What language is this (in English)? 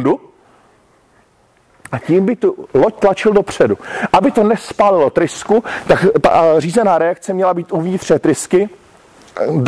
Czech